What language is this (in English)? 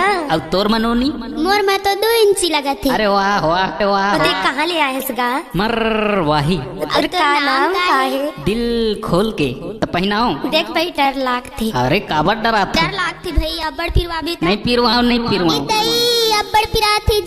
Chhattisgarhi